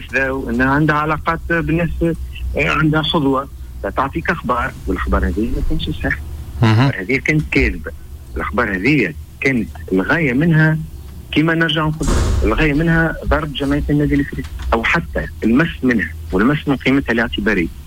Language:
Tunisian Arabic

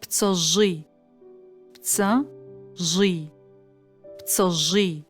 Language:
Adyghe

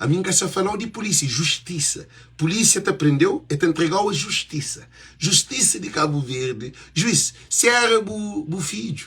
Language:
Kabuverdianu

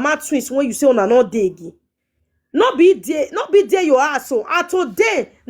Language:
Nigerian Pidgin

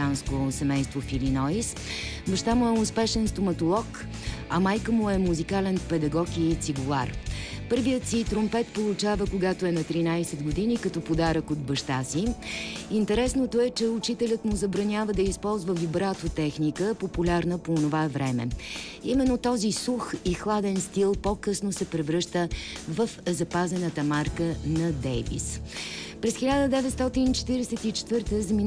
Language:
Bulgarian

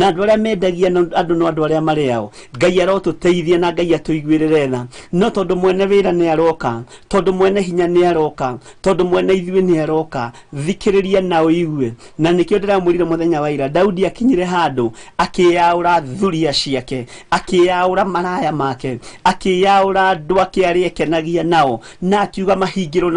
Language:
Kikuyu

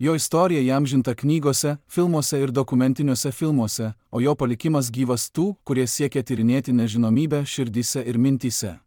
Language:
Lithuanian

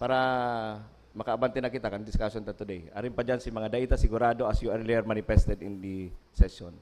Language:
Bikol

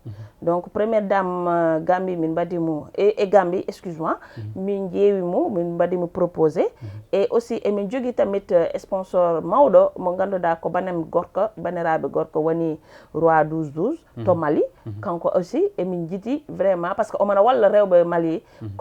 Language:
Fula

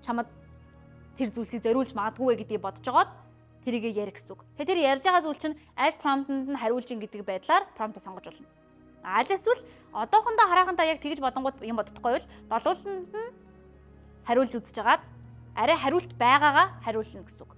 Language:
Mongolian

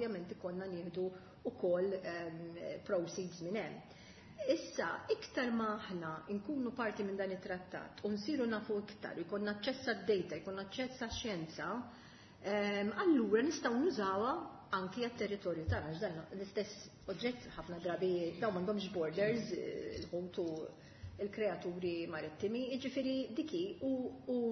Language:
Maltese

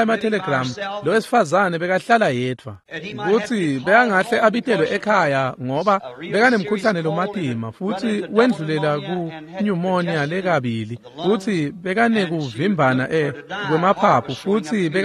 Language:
Swati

